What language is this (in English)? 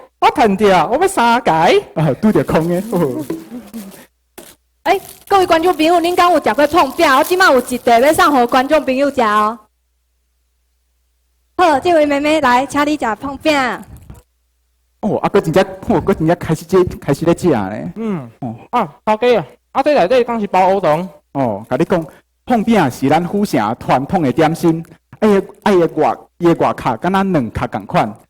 Min Nan Chinese